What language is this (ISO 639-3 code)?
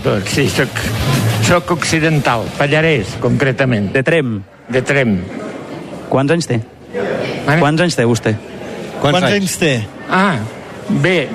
cat